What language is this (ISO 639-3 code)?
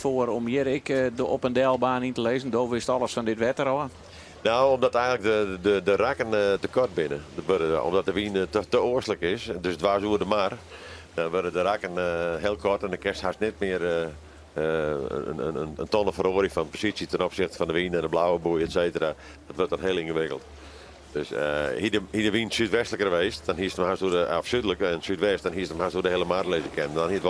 fry